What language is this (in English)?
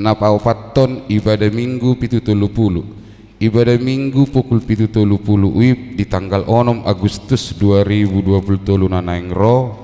Batak Toba